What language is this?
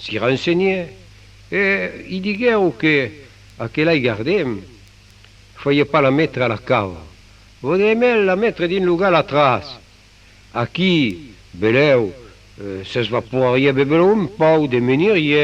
Occitan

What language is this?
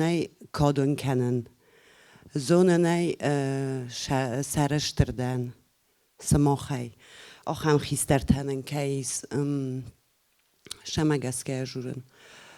Ossetic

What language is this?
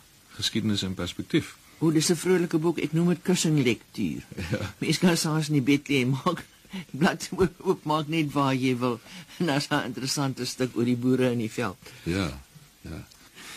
Afrikaans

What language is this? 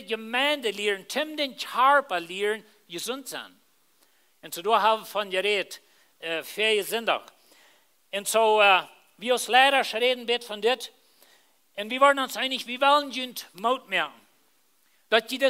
Plautdietsch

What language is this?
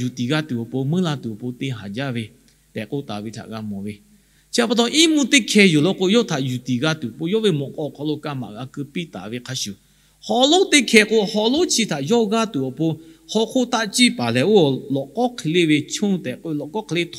Lahu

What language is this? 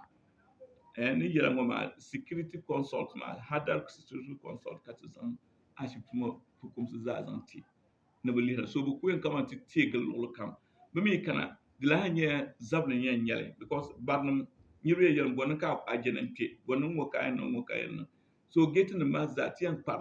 Dagbani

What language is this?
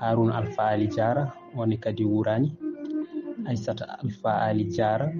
Fula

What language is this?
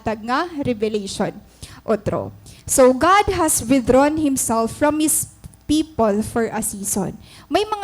Waray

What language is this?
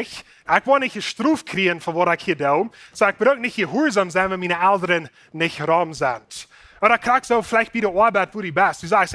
Plautdietsch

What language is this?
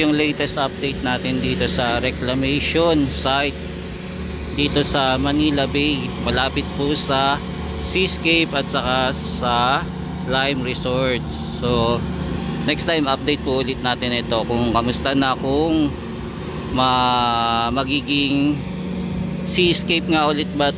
Filipino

